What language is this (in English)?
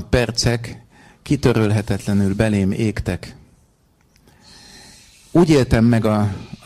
Hungarian